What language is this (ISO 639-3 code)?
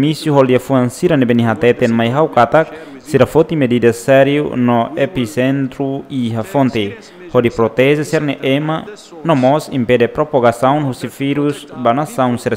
tet